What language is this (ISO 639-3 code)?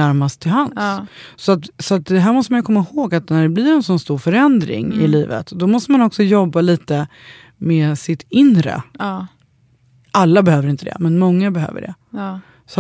swe